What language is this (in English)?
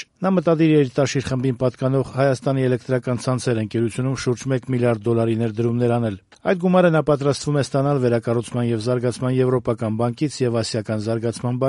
Armenian